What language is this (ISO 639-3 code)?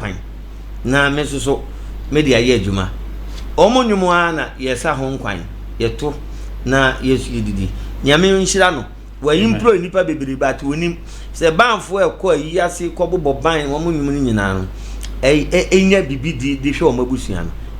aka